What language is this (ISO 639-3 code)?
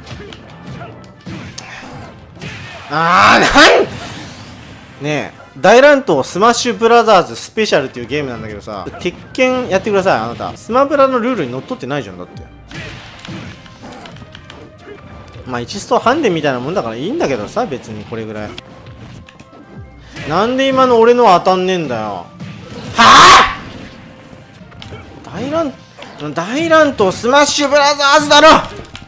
jpn